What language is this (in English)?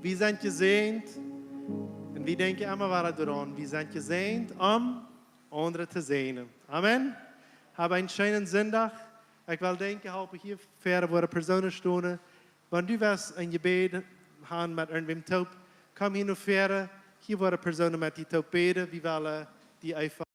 Plautdietsch